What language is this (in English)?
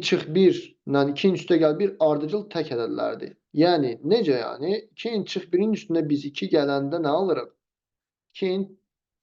Azerbaijani